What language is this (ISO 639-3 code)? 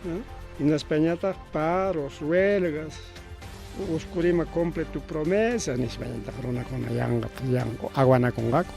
quy